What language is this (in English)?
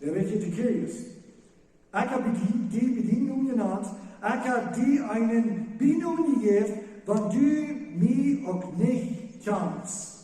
Plautdietsch